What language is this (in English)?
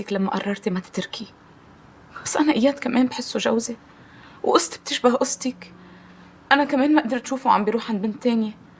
North Levantine Arabic